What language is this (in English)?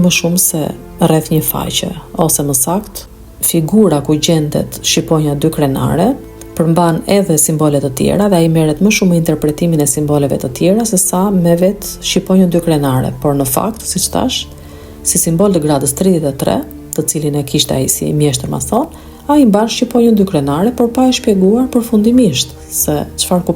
Albanian